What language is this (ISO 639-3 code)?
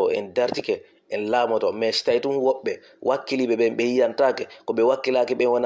ful